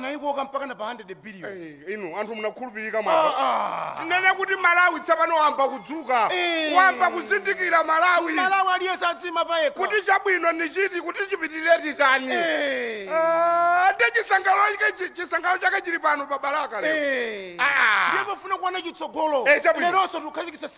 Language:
Nyanja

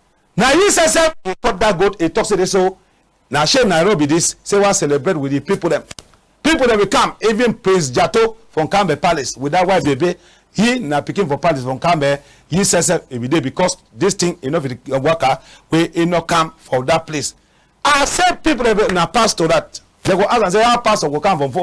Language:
Cameroon Pidgin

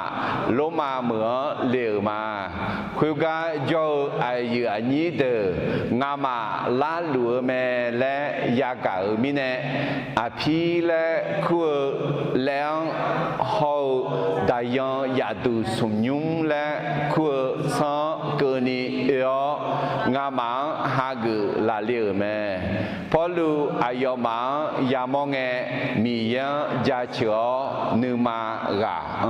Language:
Akha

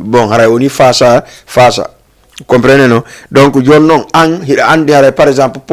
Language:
Fula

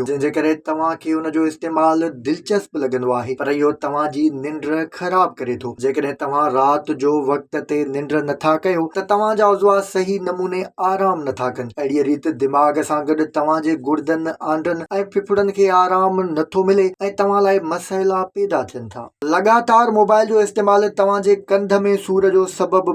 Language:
Sindhi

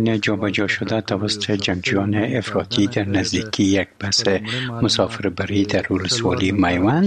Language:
Persian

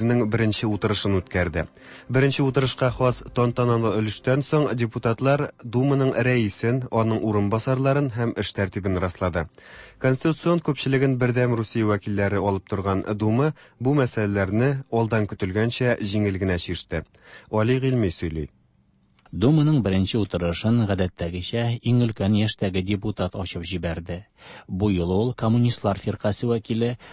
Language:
Tatar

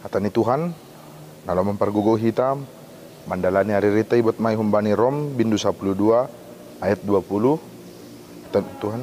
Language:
Batak Simalungun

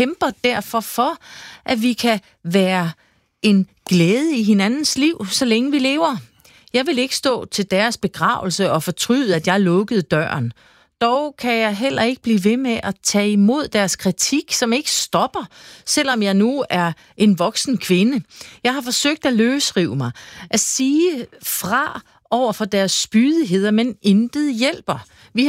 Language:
Danish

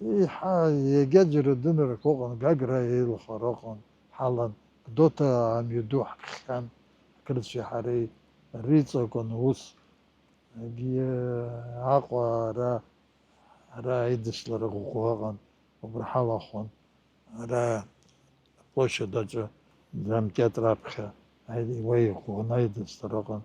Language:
Abkhazian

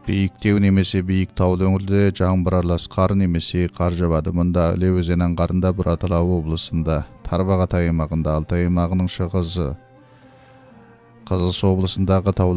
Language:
Kazakh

